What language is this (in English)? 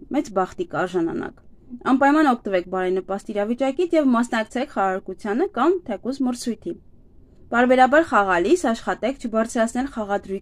Armenian